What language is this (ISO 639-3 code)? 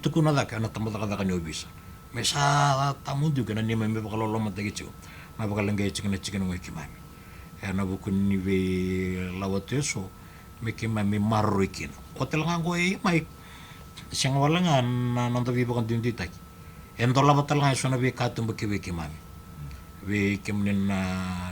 fij